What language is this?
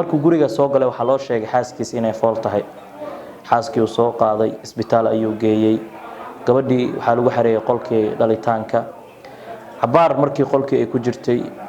Somali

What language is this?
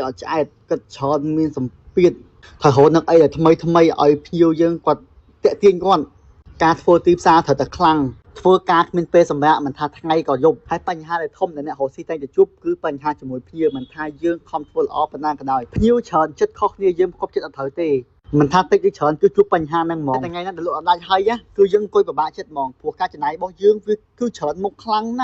Khmer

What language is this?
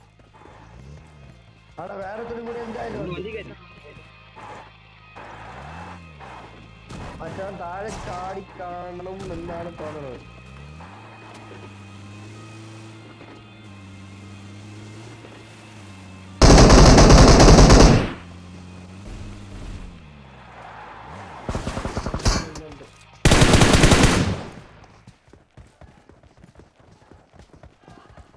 Malayalam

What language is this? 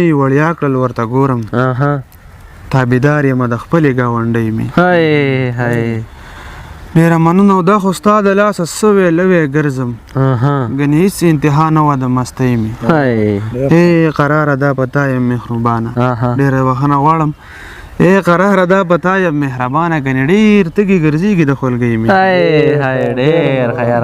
Pashto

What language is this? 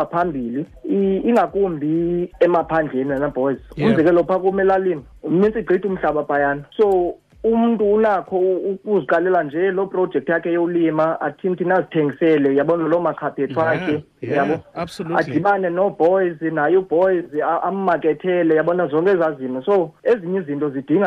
Xhosa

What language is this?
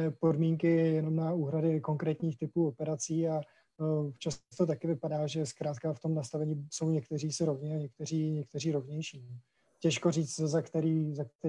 Czech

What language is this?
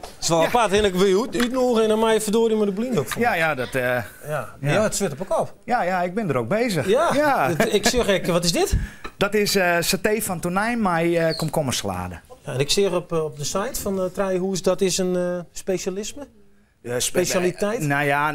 Western Frisian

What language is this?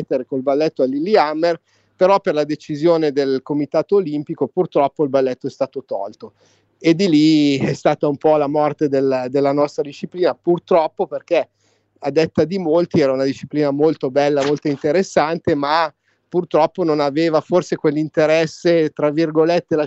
Italian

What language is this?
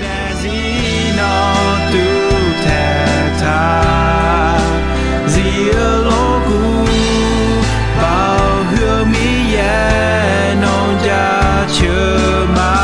Akha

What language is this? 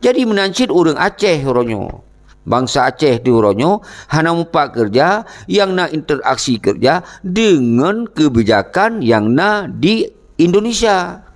Achinese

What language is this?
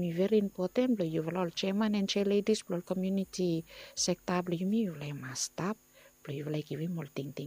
Bislama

